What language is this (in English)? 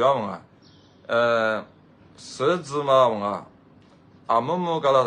Lisu